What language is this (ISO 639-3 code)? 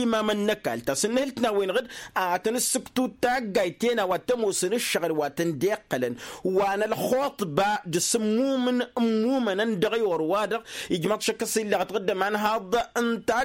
taq